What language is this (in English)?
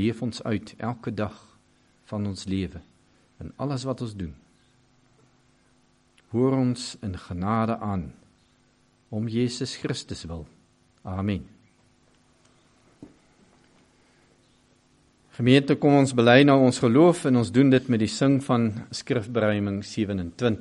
Afrikaans